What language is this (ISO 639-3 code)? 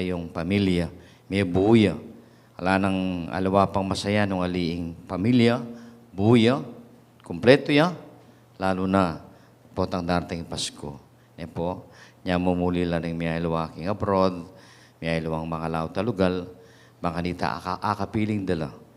pam